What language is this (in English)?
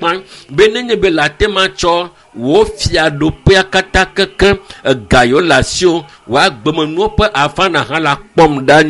Ewe